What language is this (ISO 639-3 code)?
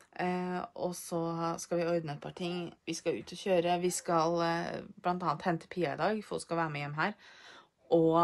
nor